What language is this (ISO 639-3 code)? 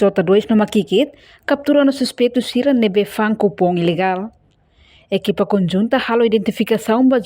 tet